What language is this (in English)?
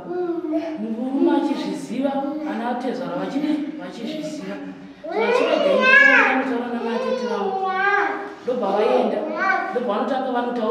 Shona